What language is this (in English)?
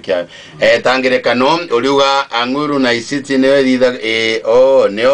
Meru